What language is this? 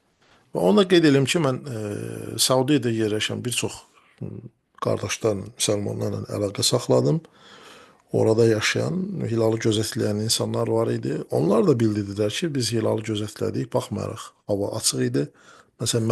Azerbaijani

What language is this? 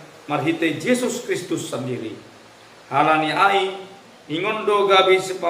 Batak Simalungun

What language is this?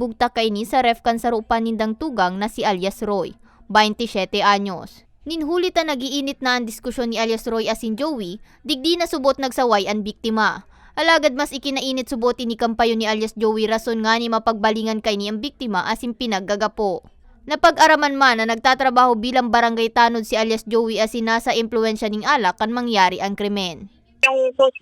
Bikol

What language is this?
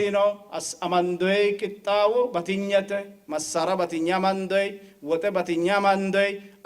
Sidamo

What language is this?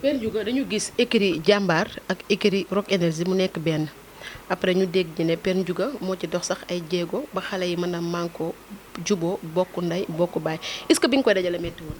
Wolof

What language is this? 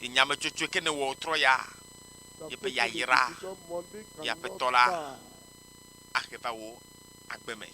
Ewe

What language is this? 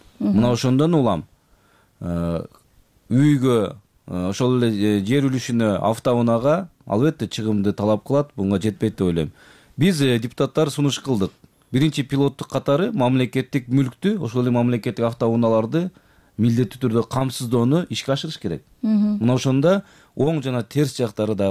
Kyrgyz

